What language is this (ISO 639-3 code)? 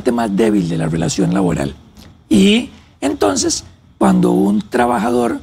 spa